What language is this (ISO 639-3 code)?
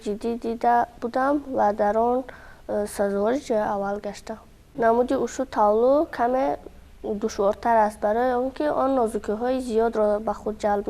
tgk